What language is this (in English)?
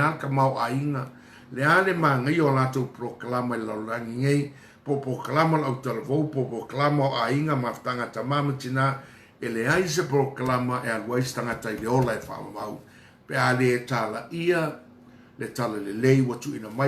Samoan